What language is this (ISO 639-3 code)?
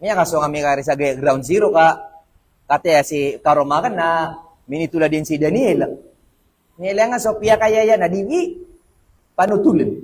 mrw